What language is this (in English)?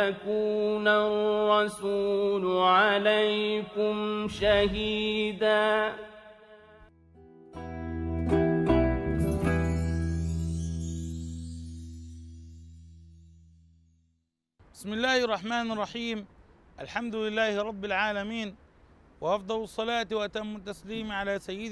Arabic